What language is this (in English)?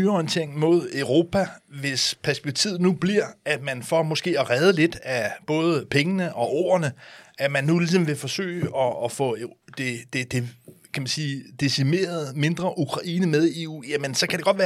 Danish